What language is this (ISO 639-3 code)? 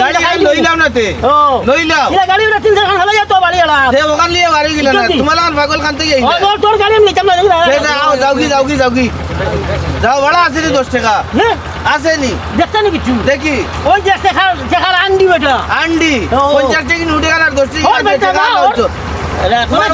syl